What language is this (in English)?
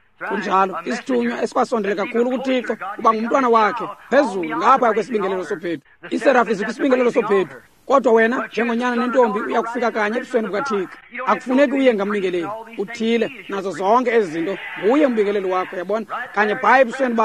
Xhosa